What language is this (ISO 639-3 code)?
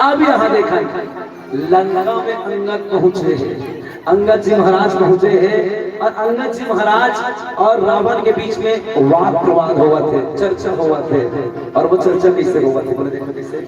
hne